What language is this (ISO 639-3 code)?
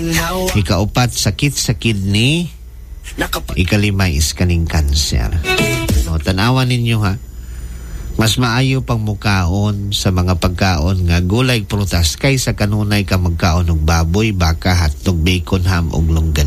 ceb